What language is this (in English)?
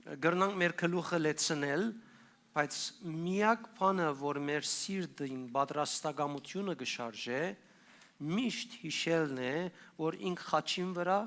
Western Armenian